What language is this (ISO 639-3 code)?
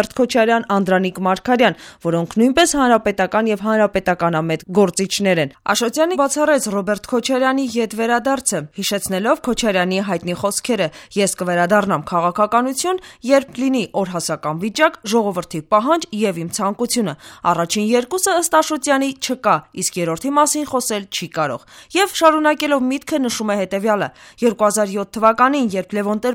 hye